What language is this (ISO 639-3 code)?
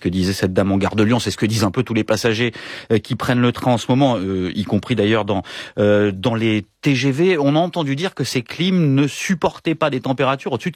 fra